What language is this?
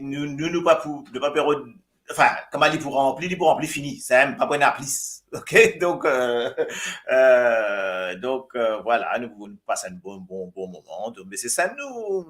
Morisyen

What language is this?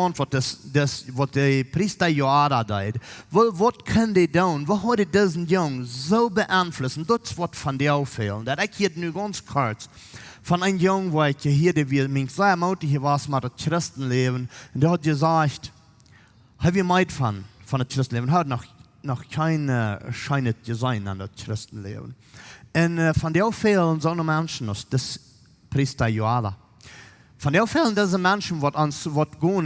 Plautdietsch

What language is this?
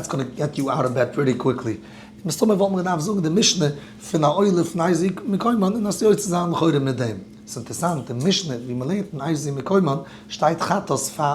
Yiddish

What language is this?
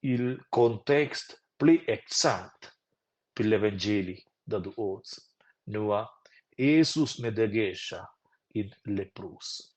Romansh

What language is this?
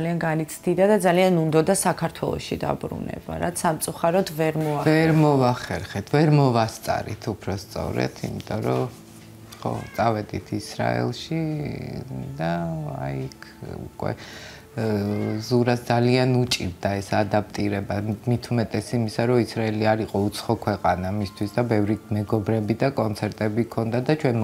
Georgian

